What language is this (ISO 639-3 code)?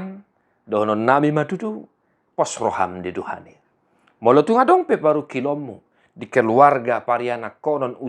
bbc